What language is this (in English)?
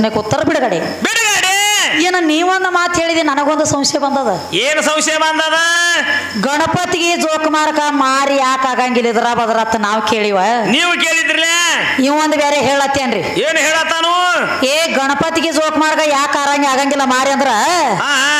Kannada